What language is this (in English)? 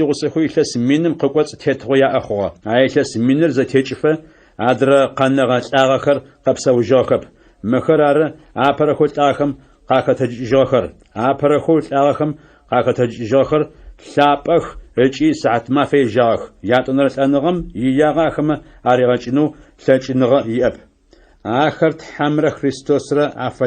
Adyghe